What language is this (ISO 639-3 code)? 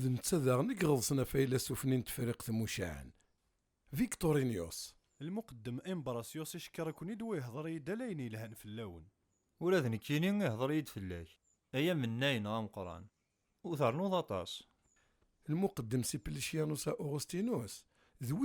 kab